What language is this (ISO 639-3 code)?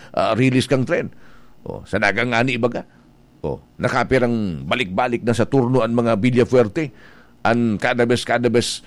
bik